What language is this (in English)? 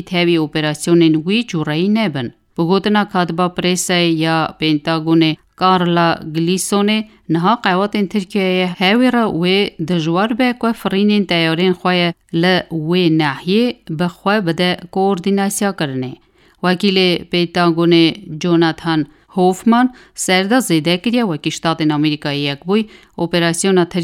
Kurdish